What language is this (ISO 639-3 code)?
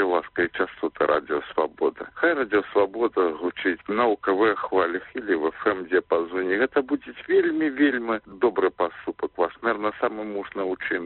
bel